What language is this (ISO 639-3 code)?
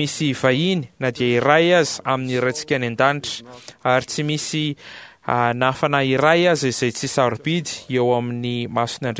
mlg